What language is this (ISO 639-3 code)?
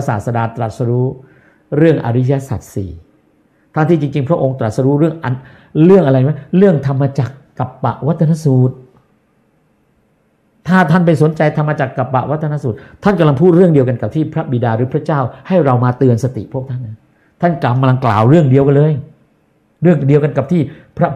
tha